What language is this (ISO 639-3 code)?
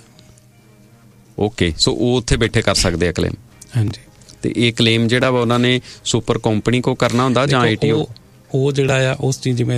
pan